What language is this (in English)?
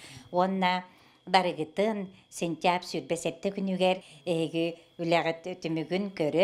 Yakut